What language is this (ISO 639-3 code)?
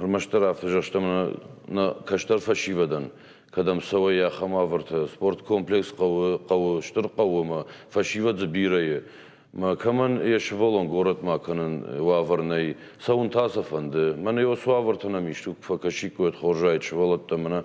oss